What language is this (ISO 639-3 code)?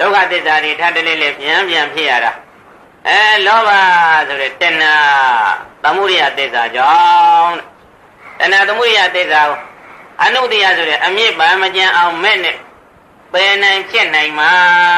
mya